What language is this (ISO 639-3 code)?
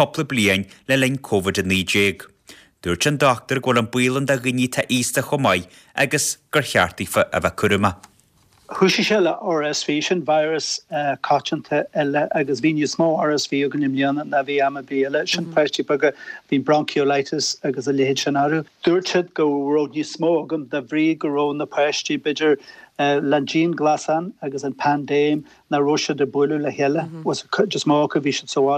gle